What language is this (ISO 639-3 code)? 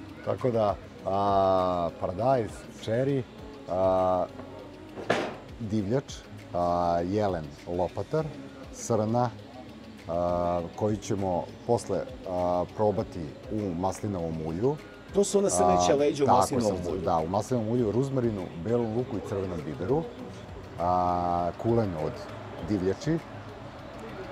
srp